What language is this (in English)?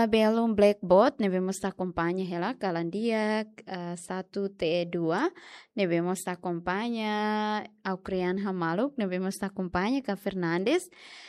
Tetum